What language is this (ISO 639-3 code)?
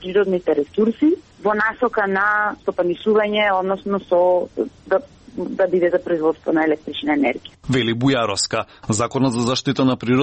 mkd